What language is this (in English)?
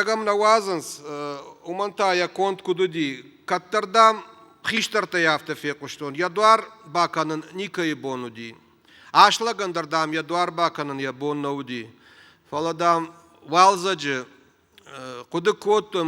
Ossetic